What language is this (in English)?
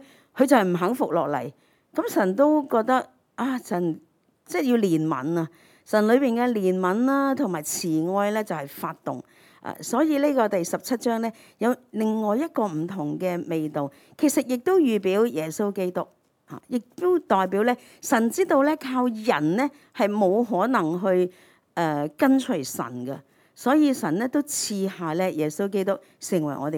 Cantonese